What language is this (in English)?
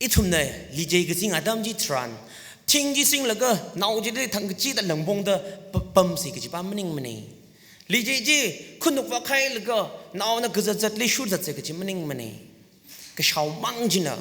Tangkhul Naga (India)